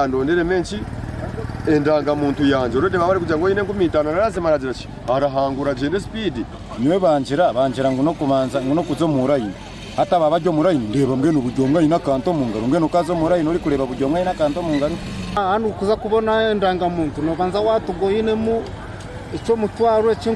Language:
Nyankole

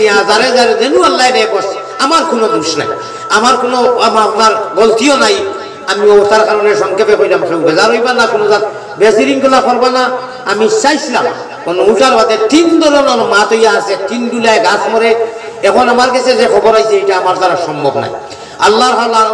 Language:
Sylheti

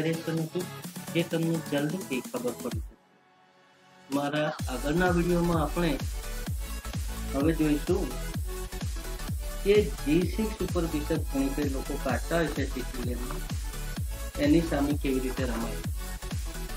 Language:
Gujarati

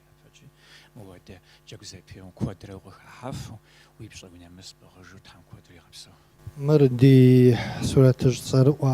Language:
Kabardian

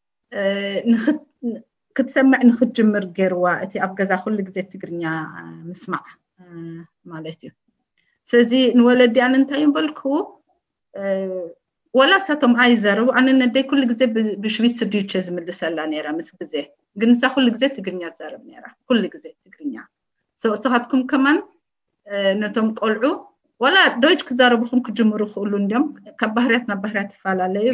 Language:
Tigrinya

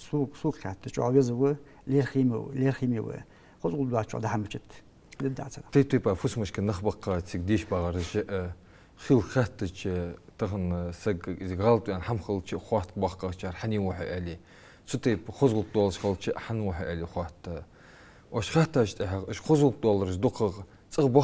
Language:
Ingush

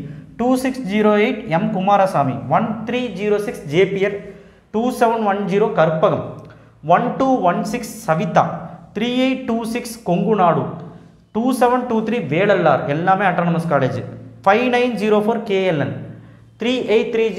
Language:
Tamil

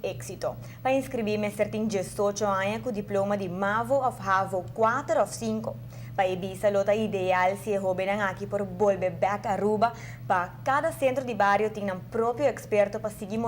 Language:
Papiamento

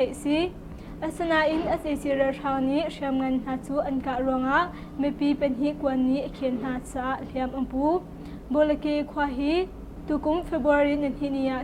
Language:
Hakha Chin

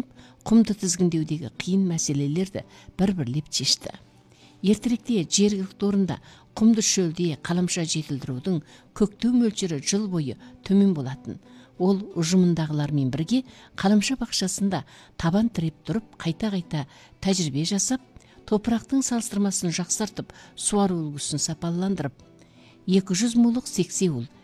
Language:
Kazakh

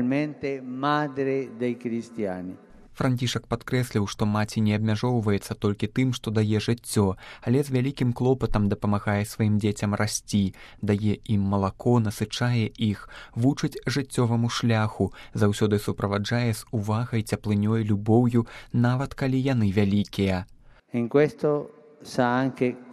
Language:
Belarusian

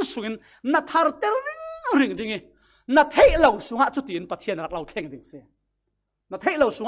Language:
Falam Chin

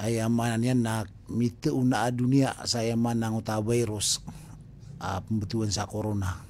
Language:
Maranao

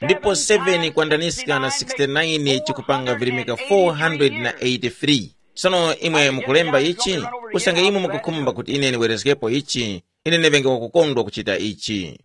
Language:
Tumbuka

